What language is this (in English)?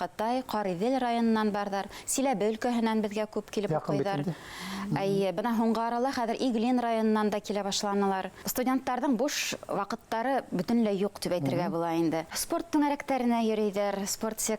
Bashkir